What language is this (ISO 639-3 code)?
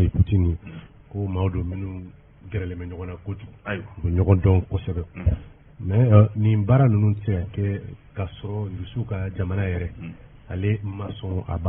bam